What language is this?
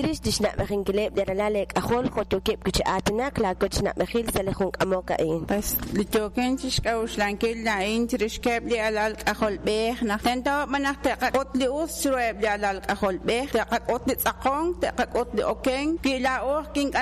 Kekchí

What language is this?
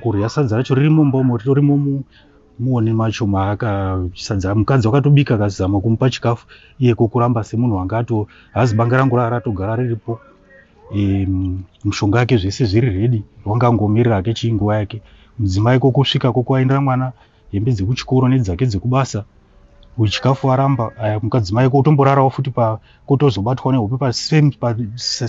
Shona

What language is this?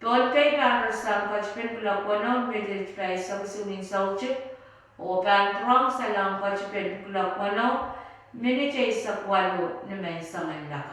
Pohnpeian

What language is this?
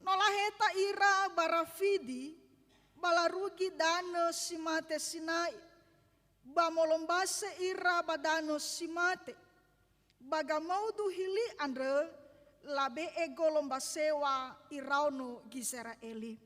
Nias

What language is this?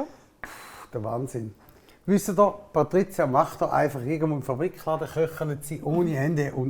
Swiss German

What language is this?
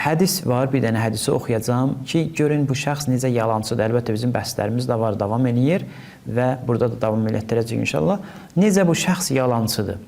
Azerbaijani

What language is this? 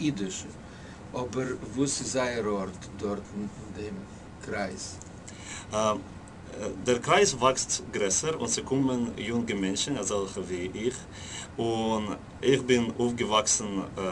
Yiddish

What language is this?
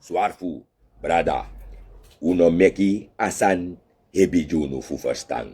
Sranan Tongo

